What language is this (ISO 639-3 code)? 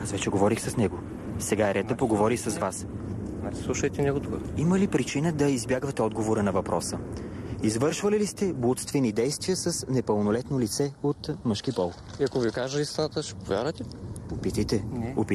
bul